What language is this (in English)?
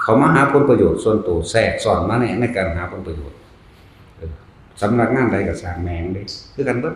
Northeastern Thai